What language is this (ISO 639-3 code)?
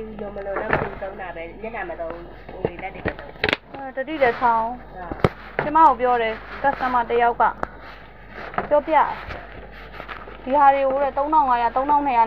mya